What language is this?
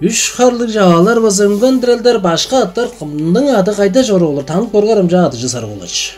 Tuvinian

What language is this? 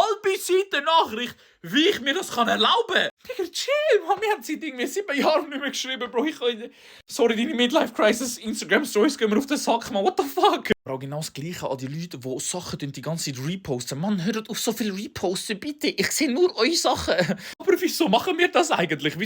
Swiss German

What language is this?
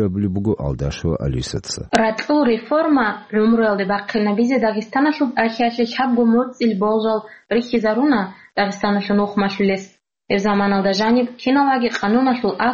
Avaric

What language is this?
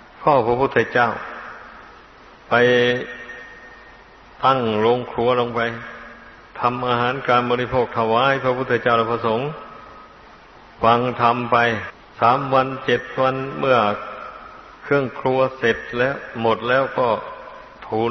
Thai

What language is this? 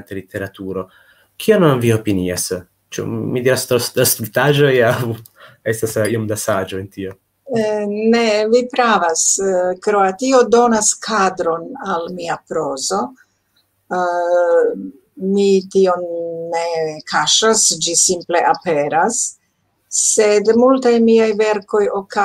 Esperanto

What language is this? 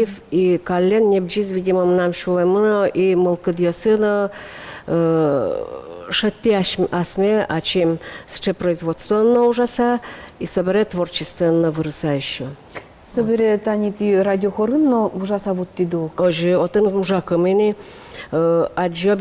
Udmurt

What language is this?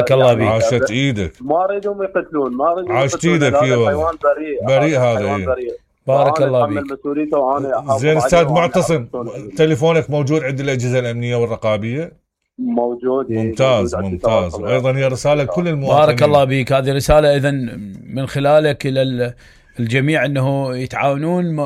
Mesopotamian Arabic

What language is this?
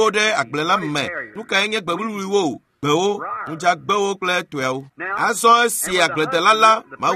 Ewe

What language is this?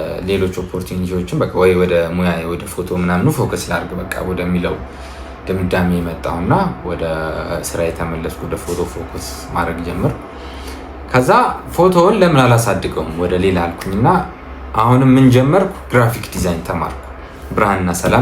Amharic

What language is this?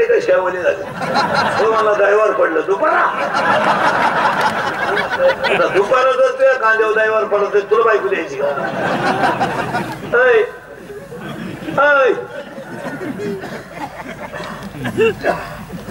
Marathi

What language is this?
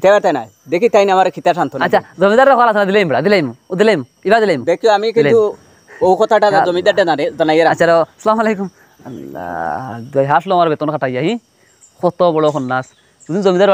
Sylheti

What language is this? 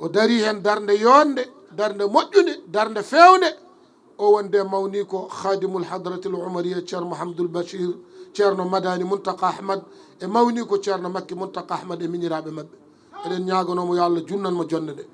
Fula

